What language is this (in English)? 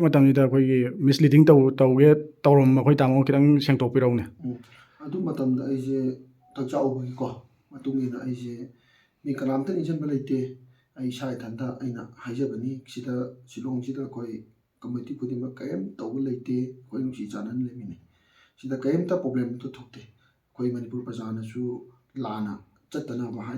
Manipuri